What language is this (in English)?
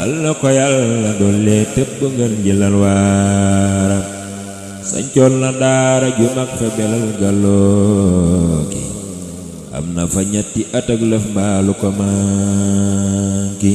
Wolof